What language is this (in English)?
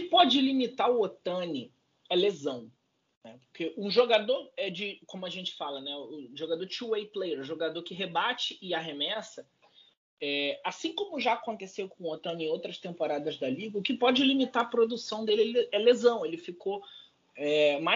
Portuguese